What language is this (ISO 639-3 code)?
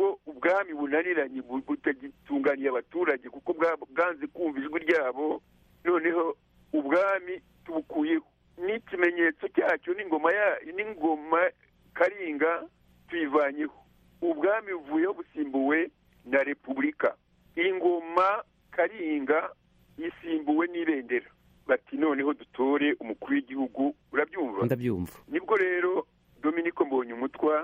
kin